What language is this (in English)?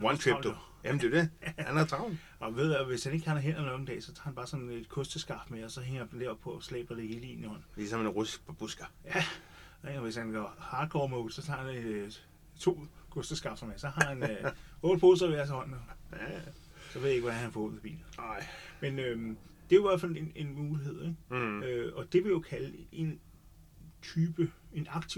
Danish